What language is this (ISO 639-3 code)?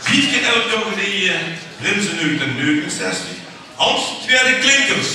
lim